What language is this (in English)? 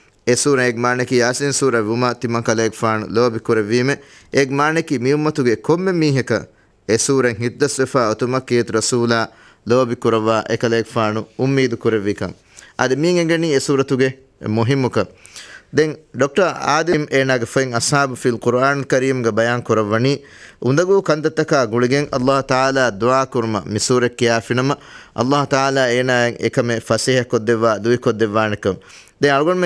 Divehi